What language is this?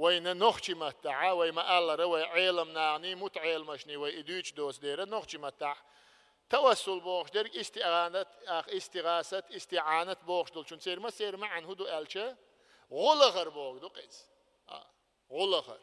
Chechen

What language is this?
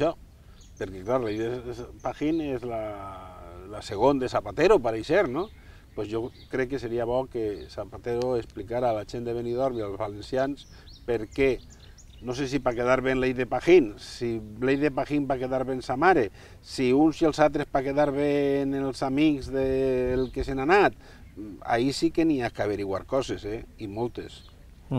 Catalan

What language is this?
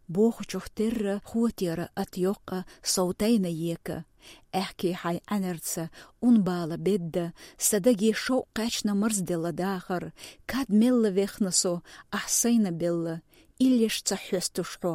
Chechen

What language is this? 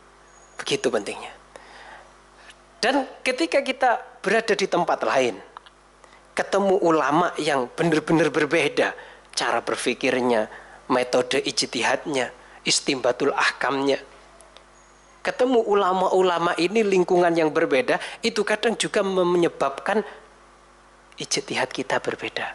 Indonesian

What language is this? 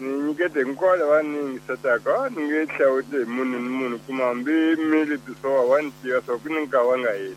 Tsonga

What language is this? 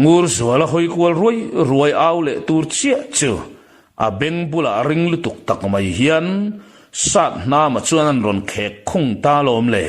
Mizo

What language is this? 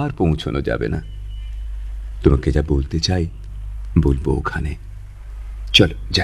Bangla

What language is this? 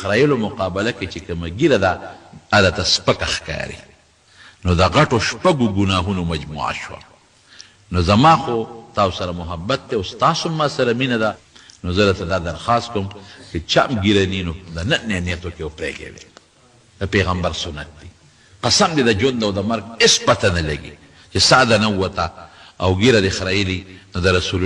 Pashto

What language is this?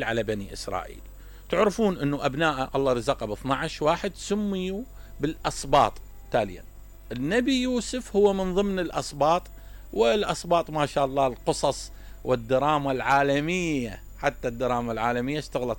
Mesopotamian Arabic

